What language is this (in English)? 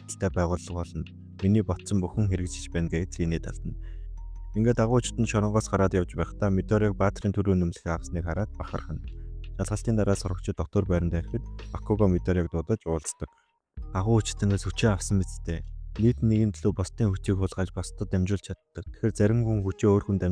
Mongolian